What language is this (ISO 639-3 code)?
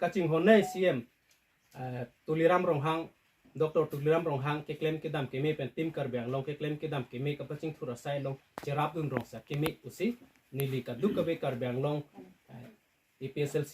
mjw